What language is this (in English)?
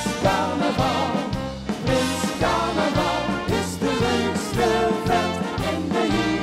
Limburgish